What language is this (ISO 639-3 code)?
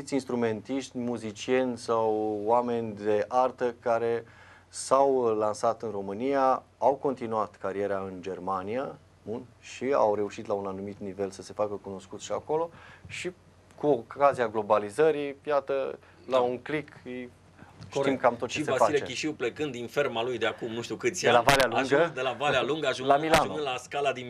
ron